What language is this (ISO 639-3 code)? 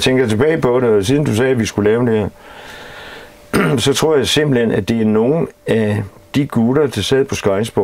dan